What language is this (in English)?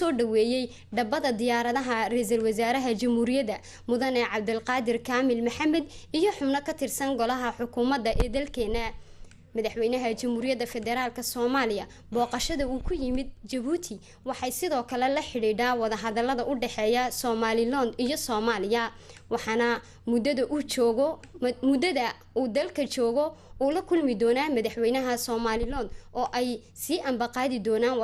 Somali